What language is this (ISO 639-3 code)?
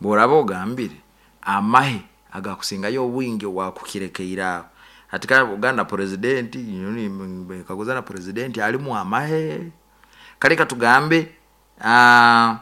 nyo